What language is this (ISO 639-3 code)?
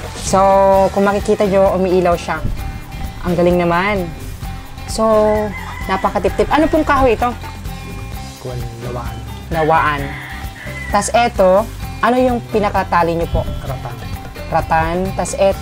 fil